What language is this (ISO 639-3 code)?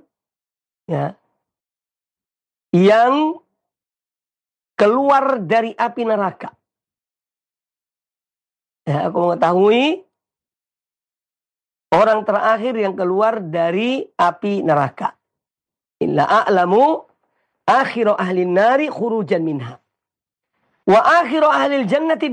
ind